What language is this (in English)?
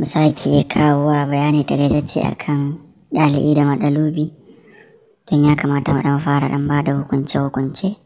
Hausa